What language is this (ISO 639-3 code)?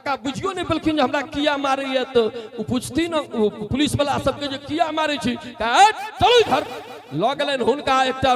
mai